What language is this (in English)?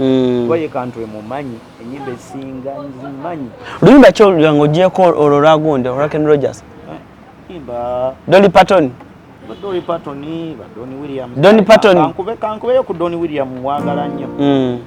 Ganda